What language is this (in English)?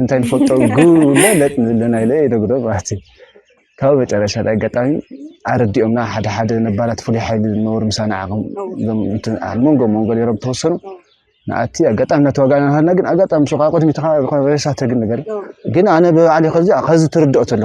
Tigrinya